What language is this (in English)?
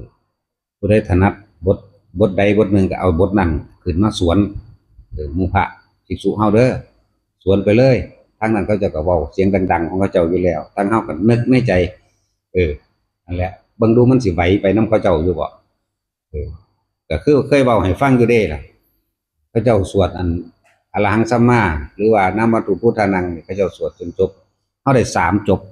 Northeastern Thai